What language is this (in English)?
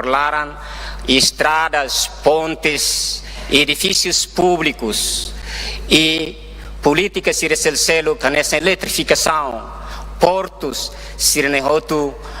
Tetum